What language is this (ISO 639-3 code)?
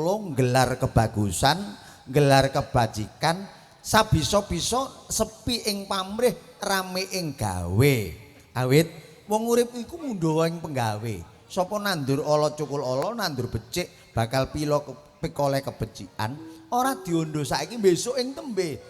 jav